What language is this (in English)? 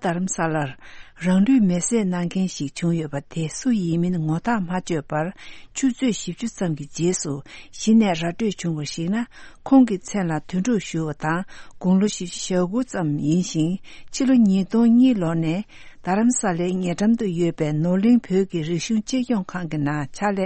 Tibetan